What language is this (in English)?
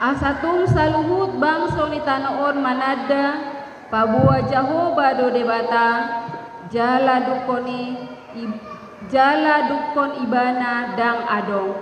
Batak Toba